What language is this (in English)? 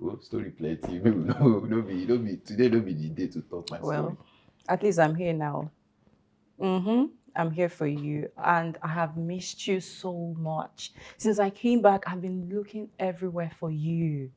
Nigerian Pidgin